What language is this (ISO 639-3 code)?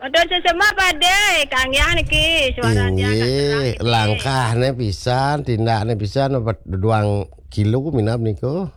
ban